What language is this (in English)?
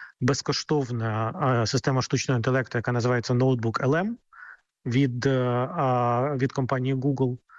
Ukrainian